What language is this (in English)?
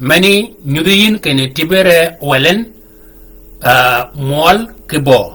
Shilluk